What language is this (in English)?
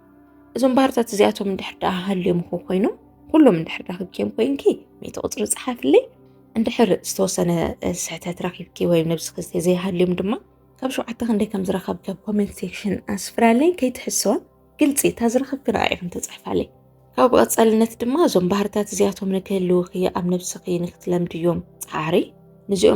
Tigrinya